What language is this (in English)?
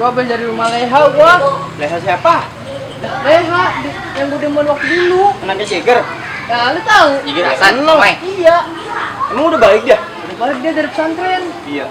Betawi